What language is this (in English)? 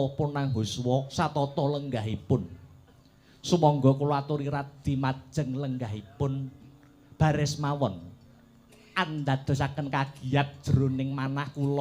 Javanese